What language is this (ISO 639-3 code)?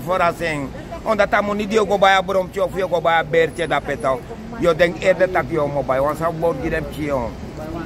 srn